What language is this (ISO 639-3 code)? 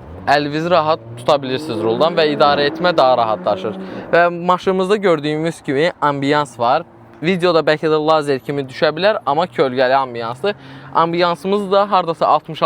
aze